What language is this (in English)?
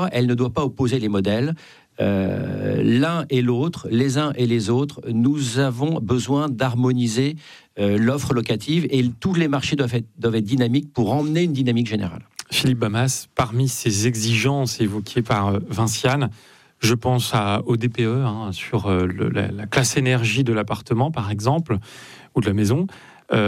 French